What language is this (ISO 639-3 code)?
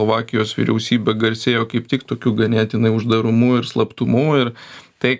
lit